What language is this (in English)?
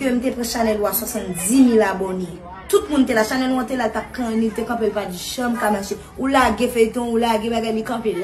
Haitian Creole